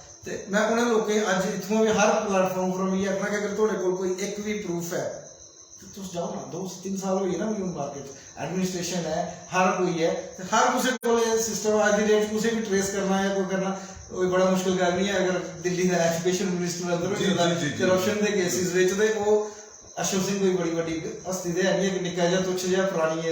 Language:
Dogri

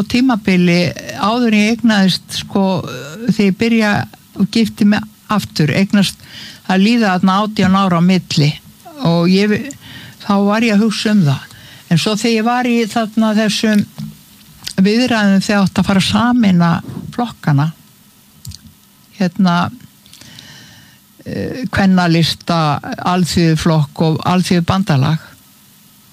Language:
Icelandic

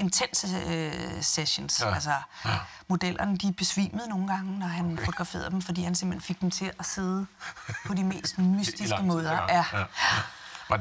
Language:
Danish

